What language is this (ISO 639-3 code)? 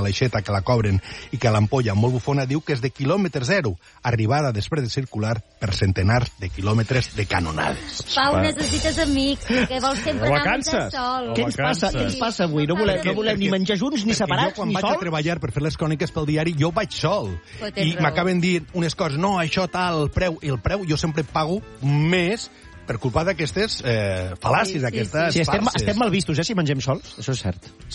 cat